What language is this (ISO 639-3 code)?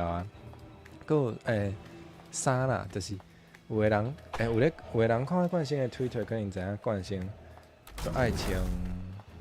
nan